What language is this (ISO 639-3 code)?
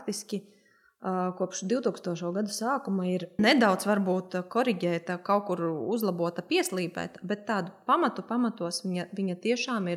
lav